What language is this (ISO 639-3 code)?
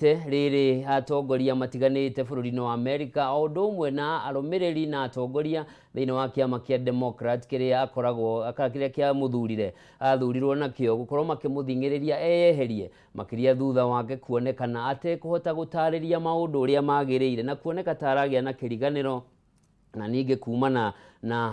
kik